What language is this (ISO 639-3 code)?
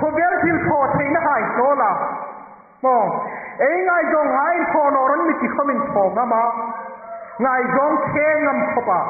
hmr